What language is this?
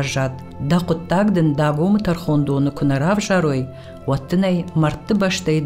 Ossetic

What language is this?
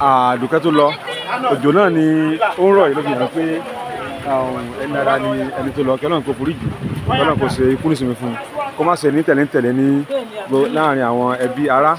Yoruba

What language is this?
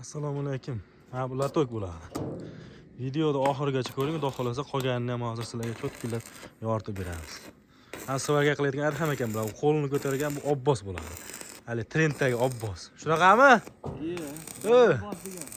Uzbek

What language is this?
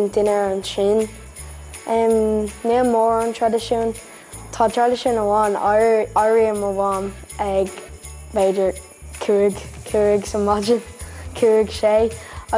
Irish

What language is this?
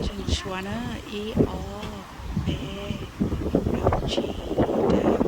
Hmong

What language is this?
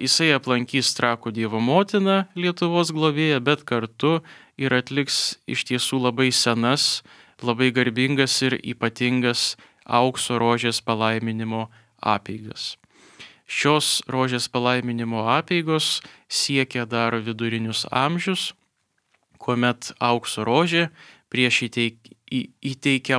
Lithuanian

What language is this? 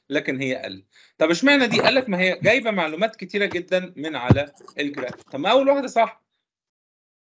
Egyptian Arabic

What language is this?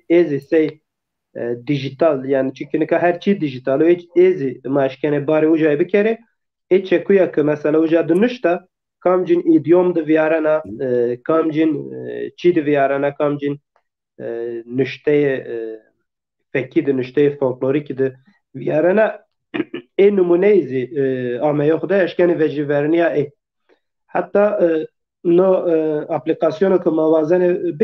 Zaza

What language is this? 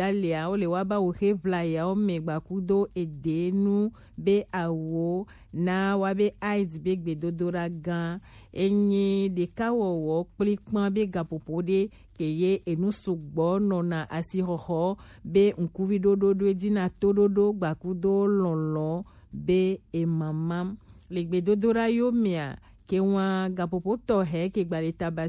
Gen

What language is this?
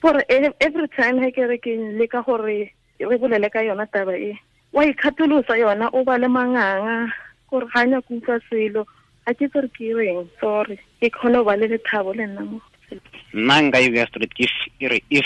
Tswana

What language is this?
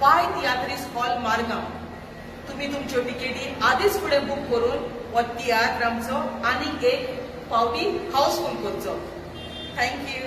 Konkani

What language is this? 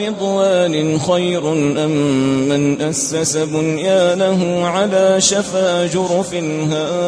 Arabic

